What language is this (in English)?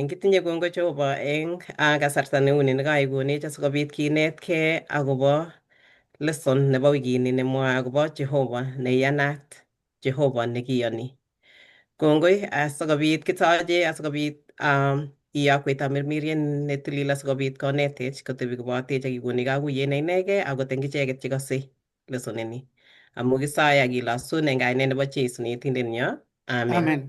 Kalenjin